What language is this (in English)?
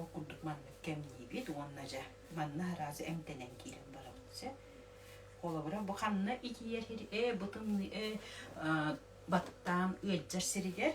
Yakut